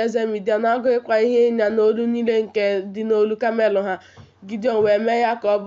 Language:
Igbo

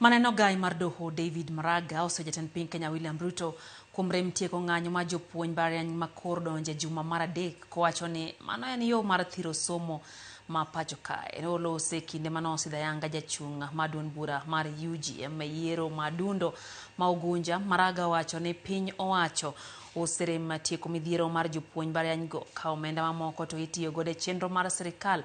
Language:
Luo (Kenya and Tanzania)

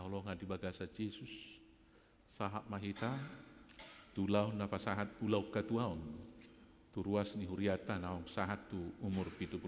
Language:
Batak Toba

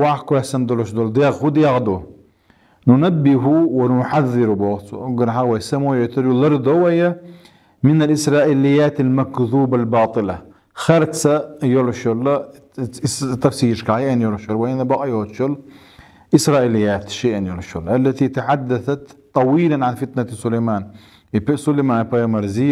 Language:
Chechen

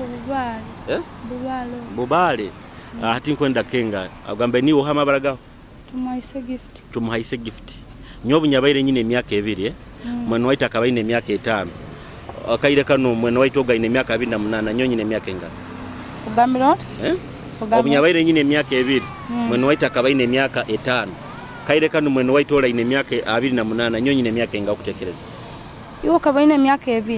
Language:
Nyoro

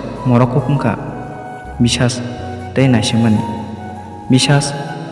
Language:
Kok Borok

